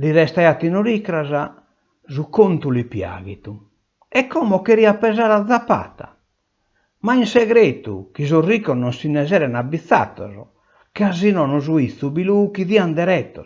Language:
Sardinian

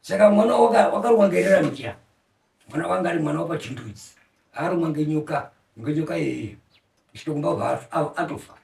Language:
Shona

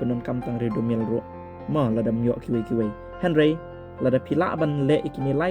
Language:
Khasi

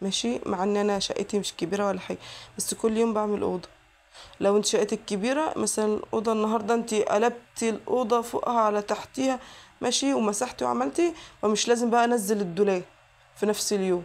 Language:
Egyptian Arabic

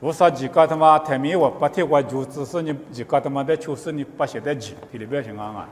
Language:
Lisu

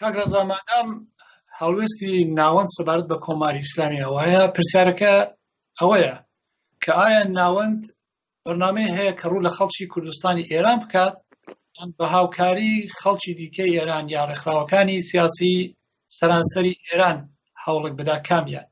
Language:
Central Kurdish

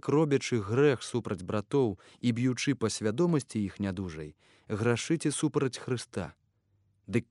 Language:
Belarusian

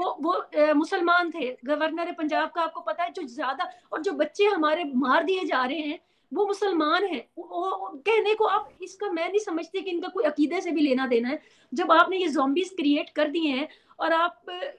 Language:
Urdu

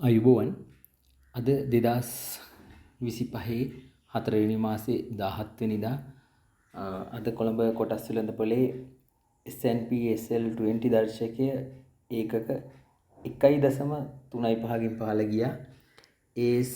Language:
Sinhala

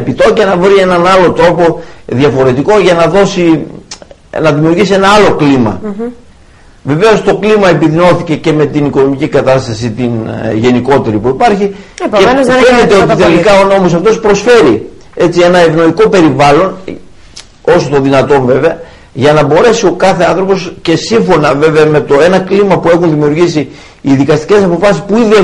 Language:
Greek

